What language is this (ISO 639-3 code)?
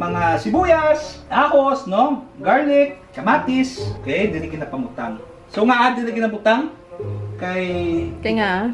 hil